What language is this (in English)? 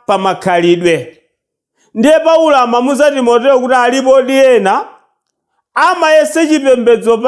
Nyanja